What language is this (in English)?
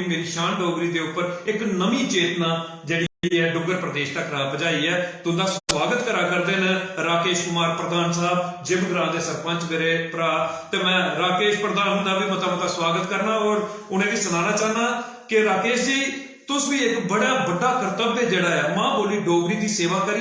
Dogri